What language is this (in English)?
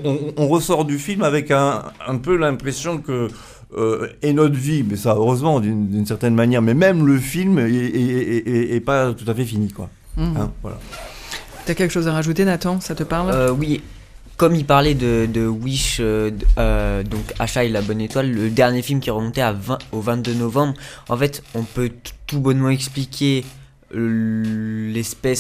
French